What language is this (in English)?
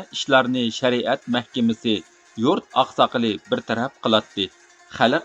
Uyghur